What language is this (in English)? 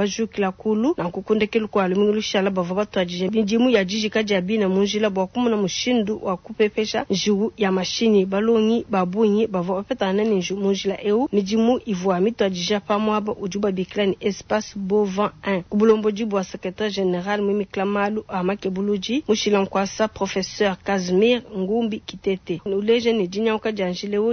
Luba-Lulua